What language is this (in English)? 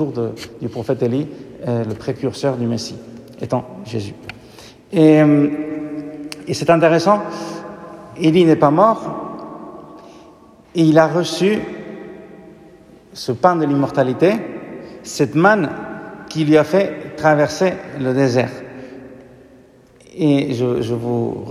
French